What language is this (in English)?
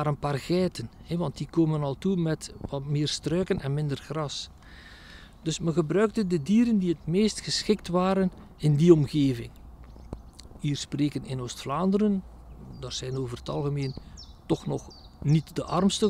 Dutch